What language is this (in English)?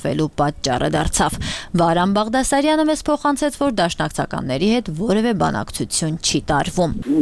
Armenian